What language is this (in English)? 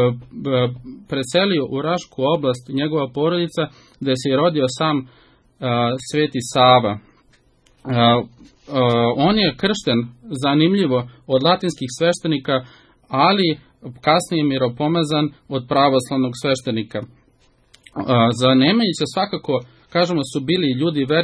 Serbian